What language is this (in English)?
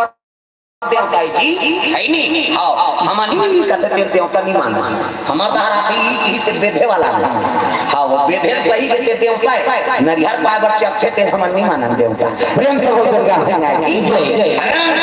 Chhattisgarhi